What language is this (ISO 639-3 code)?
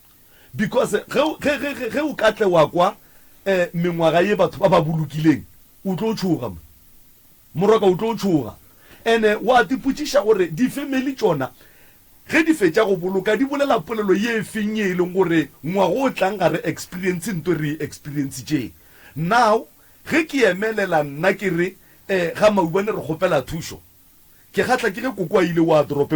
nso